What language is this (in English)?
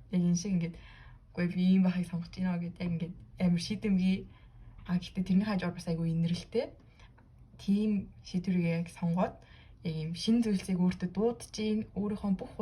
Mongolian